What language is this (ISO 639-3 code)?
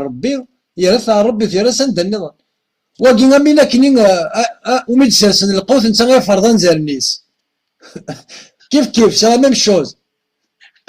kab